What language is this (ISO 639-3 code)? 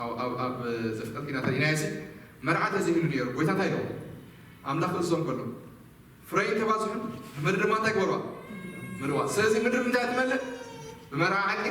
tir